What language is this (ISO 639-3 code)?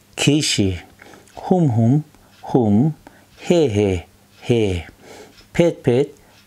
bod